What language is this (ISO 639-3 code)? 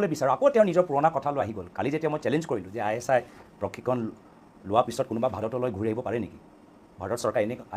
asm